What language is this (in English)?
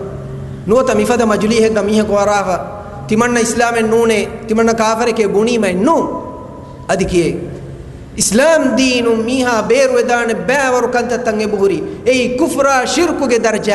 Divehi